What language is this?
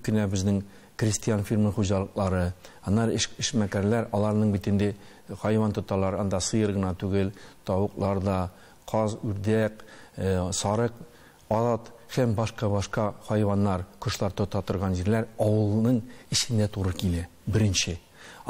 Tatar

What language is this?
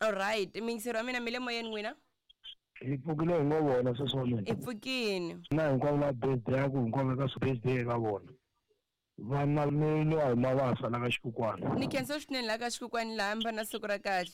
Tsonga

